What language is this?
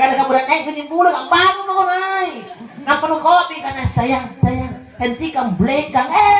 Makasar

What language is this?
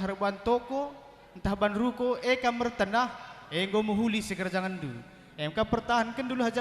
Batak Karo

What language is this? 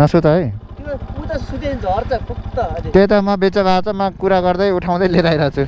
Nepali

